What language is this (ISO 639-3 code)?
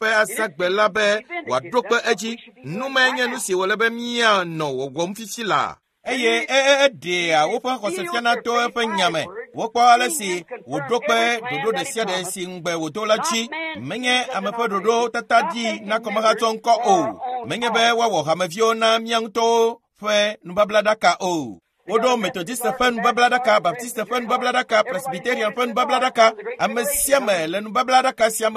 ewe